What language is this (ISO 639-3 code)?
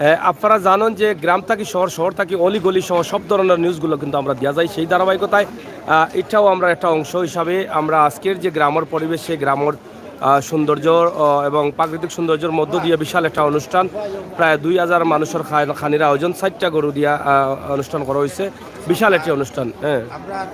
syl